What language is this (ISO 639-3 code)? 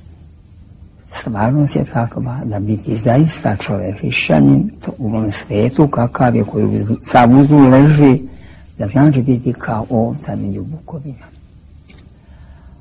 srp